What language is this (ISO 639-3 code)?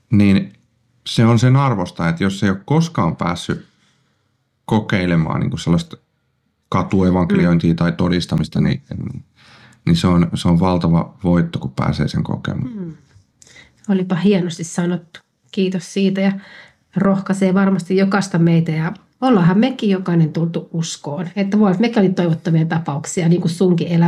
fin